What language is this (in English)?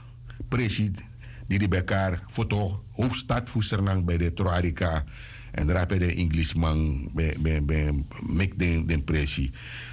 Sranan Tongo